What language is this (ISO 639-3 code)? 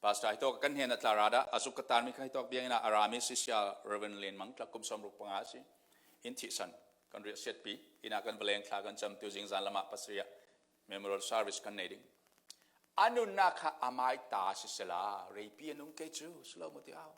cfm